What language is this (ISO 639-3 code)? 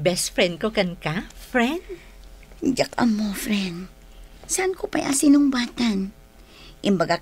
ilo